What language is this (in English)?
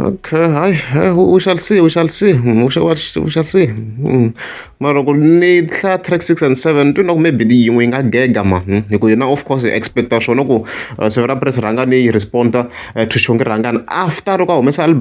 Tsonga